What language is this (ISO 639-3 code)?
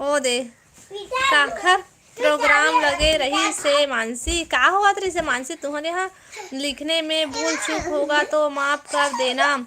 hne